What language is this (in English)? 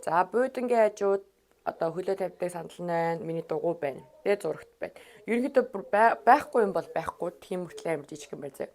Mongolian